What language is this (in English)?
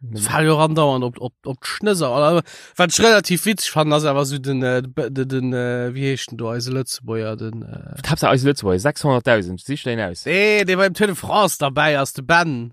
Luxembourgish